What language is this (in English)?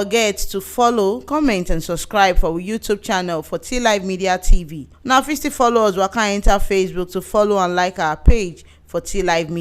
Nigerian Pidgin